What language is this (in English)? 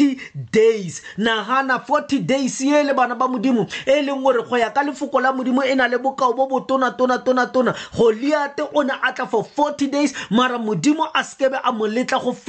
Tswana